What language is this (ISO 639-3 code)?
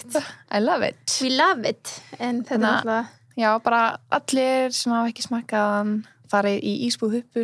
isl